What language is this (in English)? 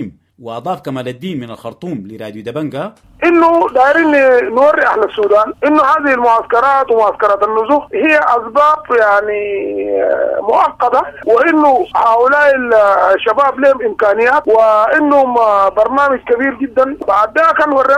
Sudanese Arabic